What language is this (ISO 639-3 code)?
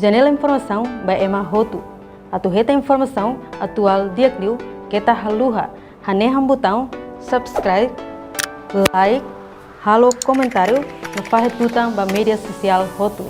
tet